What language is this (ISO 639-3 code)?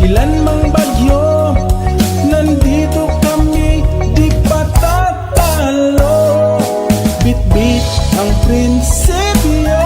bik